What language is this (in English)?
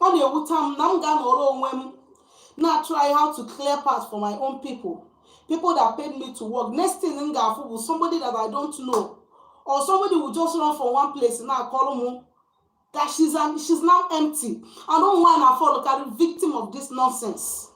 Igbo